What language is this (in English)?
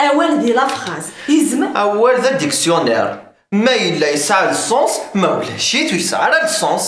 Kabyle